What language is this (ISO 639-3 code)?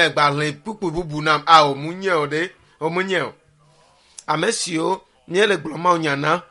ewe